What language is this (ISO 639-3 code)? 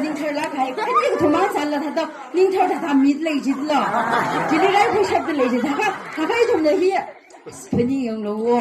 nmf